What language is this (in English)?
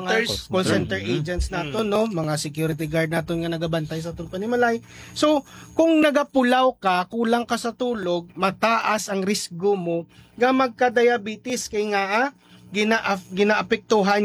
Hiligaynon